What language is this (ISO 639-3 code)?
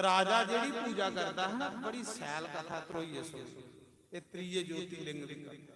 doi